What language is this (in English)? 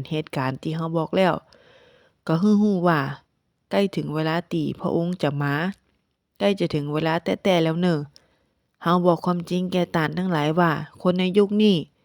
Northern Thai